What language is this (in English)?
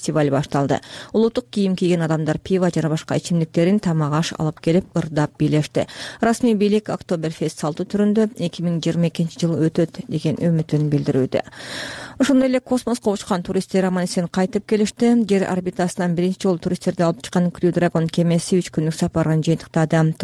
Kyrgyz